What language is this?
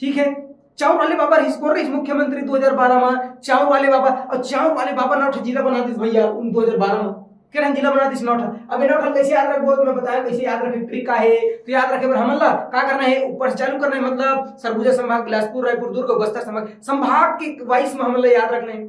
Chhattisgarhi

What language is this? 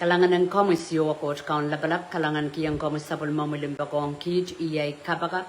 Pohnpeian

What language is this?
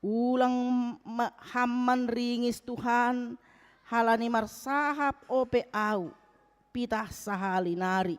Batak Simalungun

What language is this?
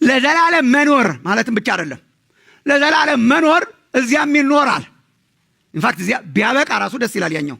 Amharic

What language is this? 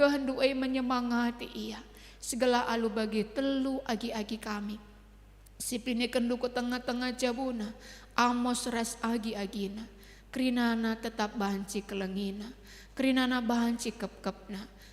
Batak Karo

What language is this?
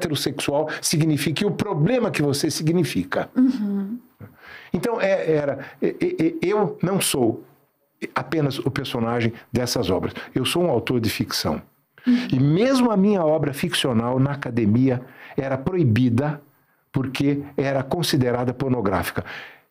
Portuguese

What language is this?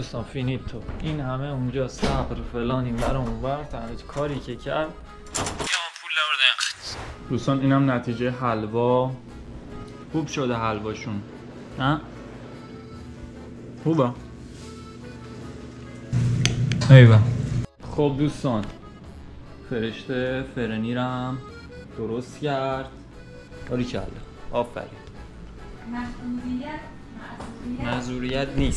Persian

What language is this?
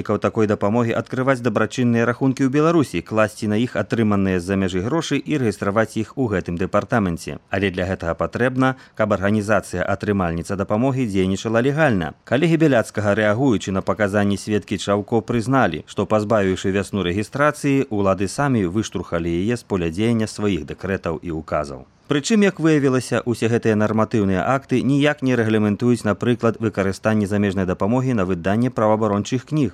Belarusian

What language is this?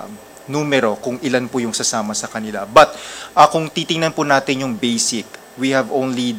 Filipino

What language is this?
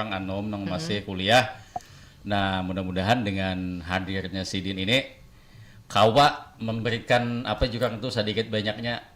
Banjar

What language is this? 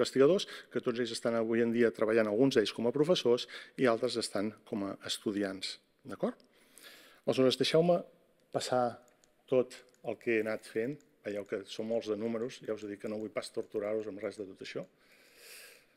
Catalan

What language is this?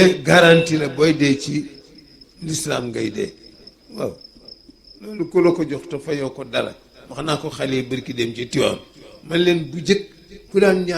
Wolof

